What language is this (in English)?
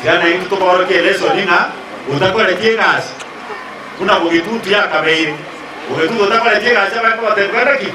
Gusii